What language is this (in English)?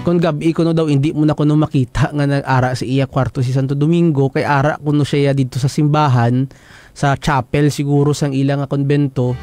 Hiligaynon